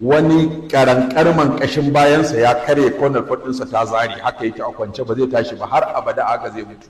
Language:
Hausa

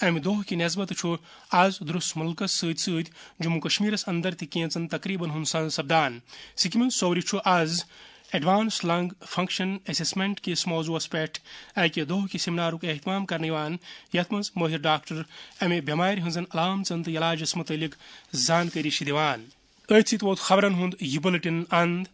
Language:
Kashmiri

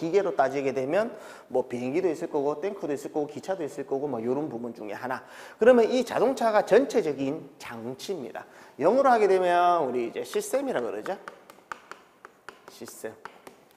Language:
Korean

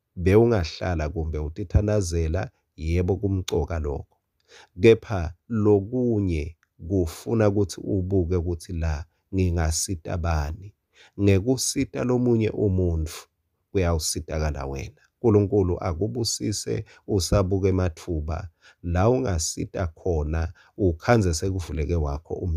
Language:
Swati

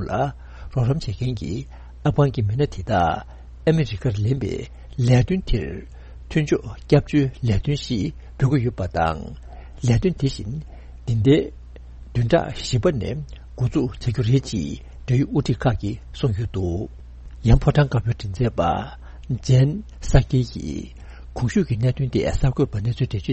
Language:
Tibetan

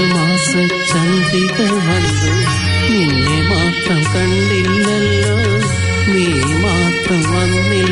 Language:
Malayalam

